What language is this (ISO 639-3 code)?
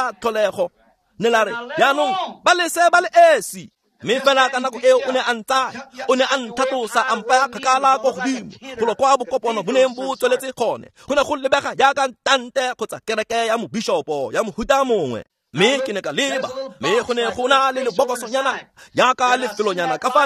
tsn